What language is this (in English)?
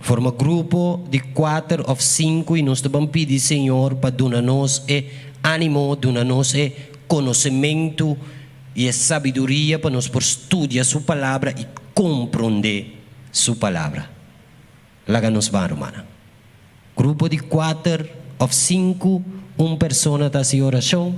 Papiamento